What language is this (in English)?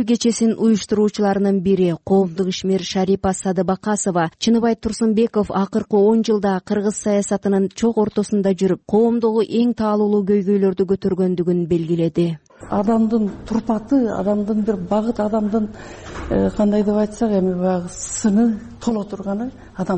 Kyrgyz